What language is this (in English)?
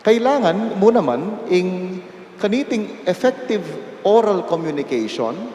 Pampanga